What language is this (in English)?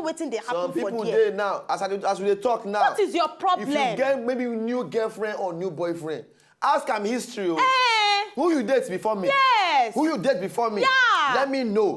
Nigerian Pidgin